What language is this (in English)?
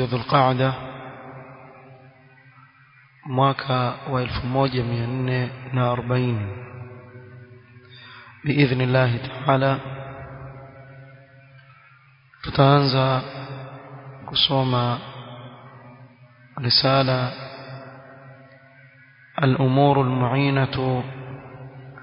Swahili